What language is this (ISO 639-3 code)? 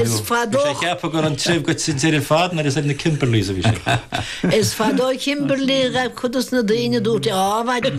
gle